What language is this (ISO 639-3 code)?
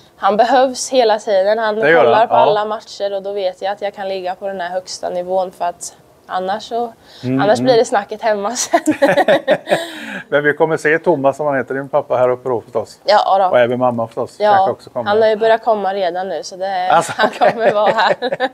swe